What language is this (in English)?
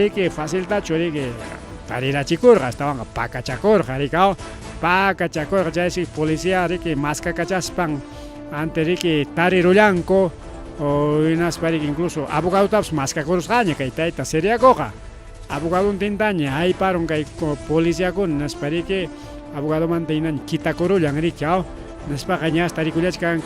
Ayacucho Quechua